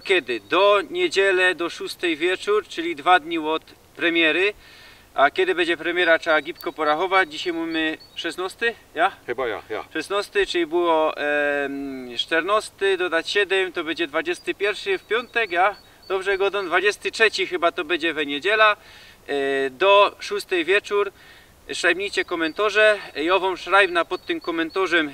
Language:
Silesian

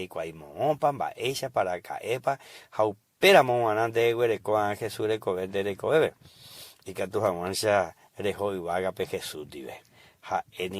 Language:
Guarani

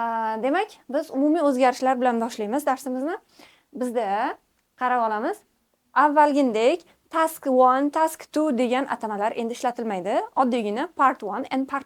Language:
Uzbek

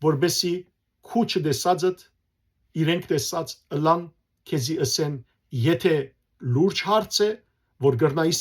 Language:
Western Armenian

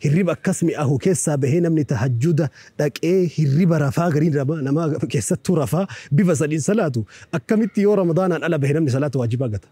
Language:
Oromo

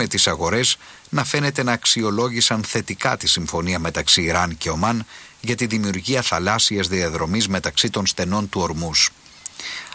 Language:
Greek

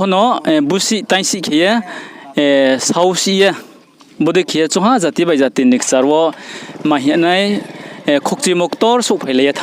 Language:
Riang (India)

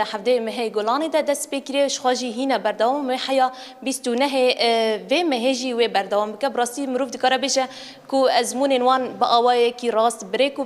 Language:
Kurdish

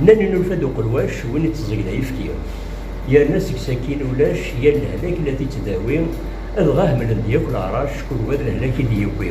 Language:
Kabyle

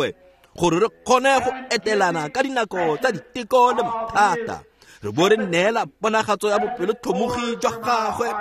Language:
Tswana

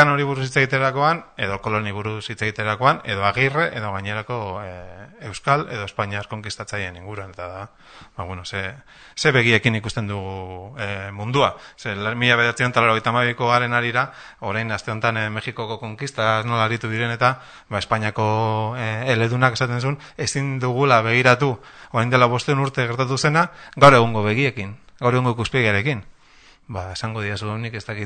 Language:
Basque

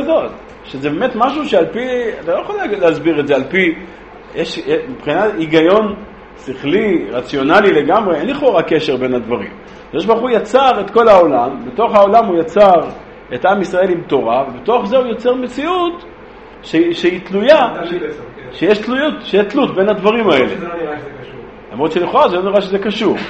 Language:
Hebrew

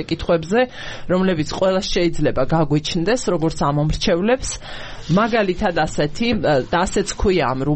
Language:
Georgian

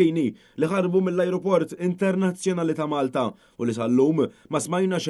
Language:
Maltese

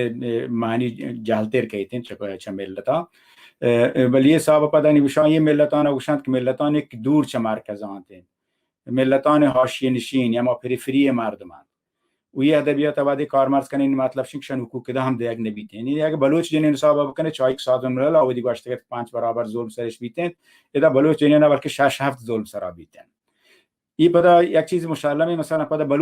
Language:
Baluchi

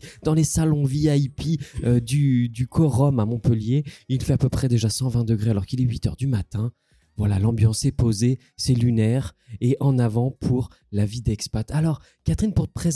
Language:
French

